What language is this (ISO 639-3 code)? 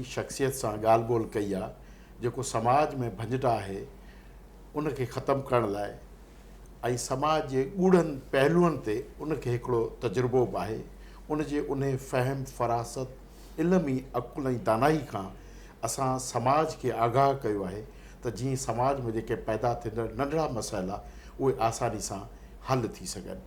snd